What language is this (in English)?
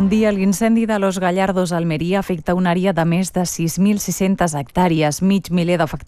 Catalan